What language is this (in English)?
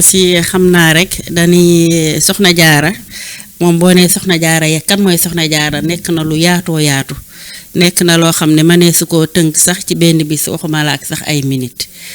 Wolof